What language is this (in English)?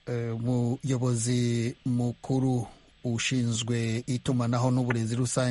Kinyarwanda